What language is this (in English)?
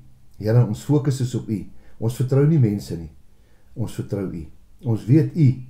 Afrikaans